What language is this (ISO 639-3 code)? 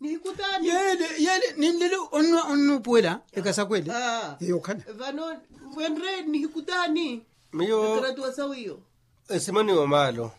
vmw